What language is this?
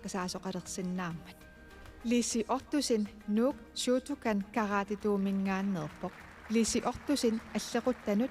Kalaallisut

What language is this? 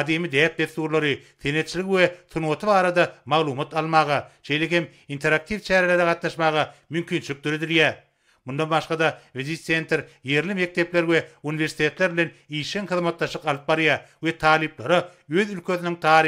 Turkmen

